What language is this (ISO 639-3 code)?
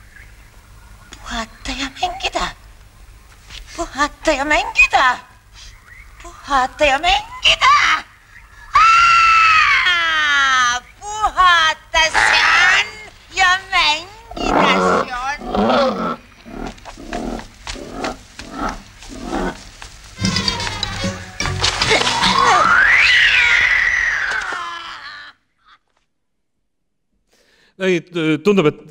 est